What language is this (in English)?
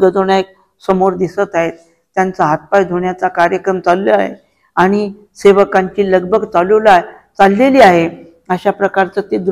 Marathi